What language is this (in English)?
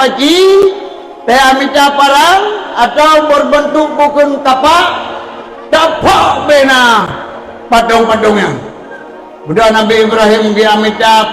Achinese